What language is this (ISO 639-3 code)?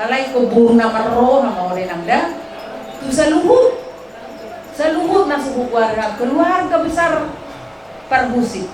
bbc